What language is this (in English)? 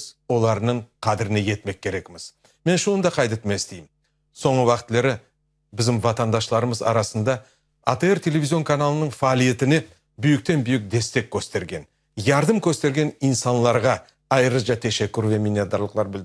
Crimean Tatar